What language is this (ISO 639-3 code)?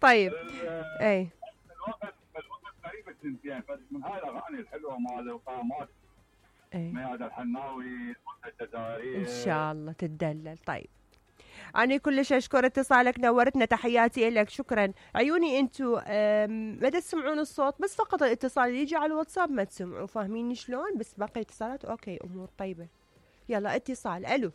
acm